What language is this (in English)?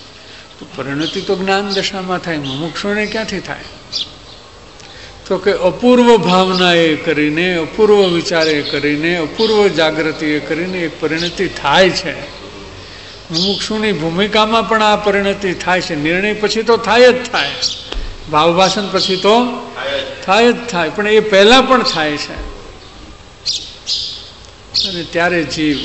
Gujarati